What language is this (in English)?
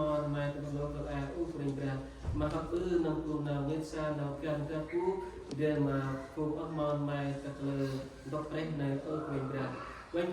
Central Mnong